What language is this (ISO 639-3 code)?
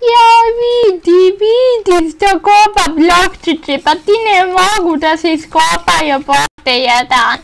bos